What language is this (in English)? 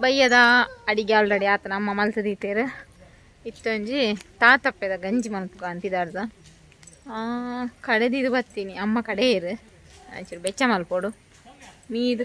Tulu